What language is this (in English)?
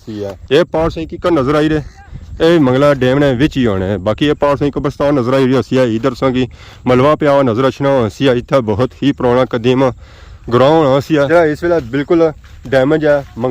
Pahari-Potwari